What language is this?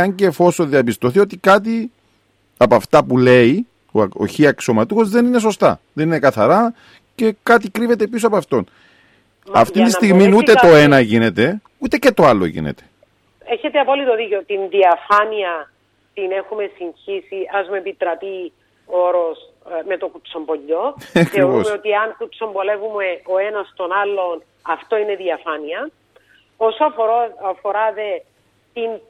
Greek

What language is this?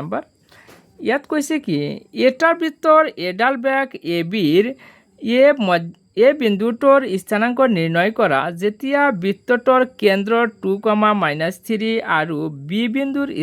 Assamese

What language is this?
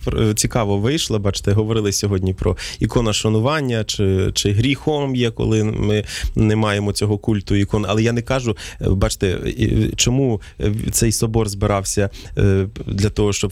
Ukrainian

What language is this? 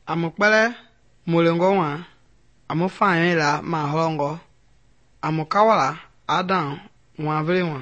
Mende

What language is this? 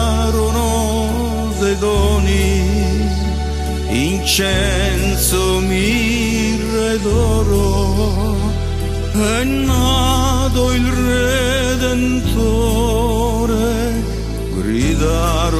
Italian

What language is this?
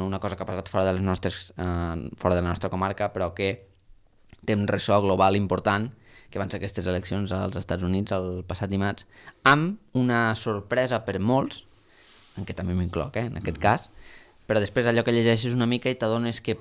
Catalan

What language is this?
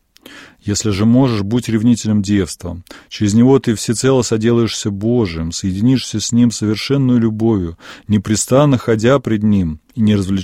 Russian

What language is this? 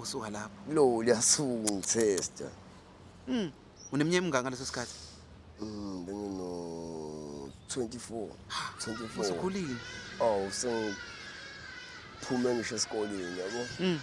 Zulu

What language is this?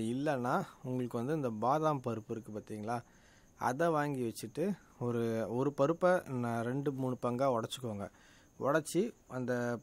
Tamil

